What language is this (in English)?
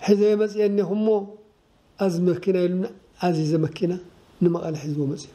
Tigrinya